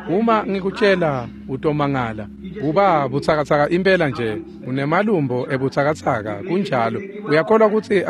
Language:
Swati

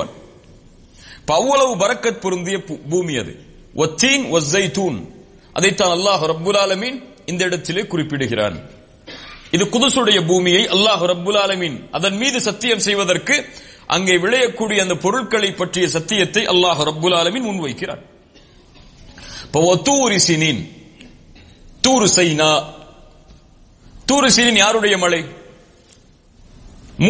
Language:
Tamil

